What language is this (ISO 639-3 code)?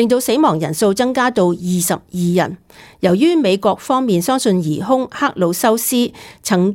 yue